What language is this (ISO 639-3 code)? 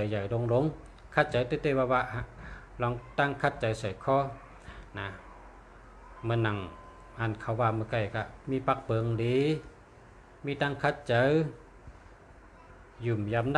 shn